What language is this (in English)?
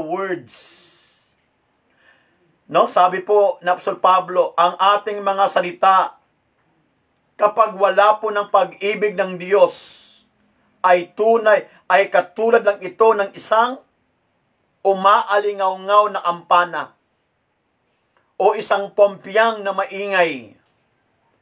Filipino